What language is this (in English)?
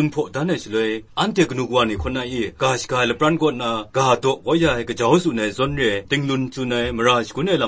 Kachin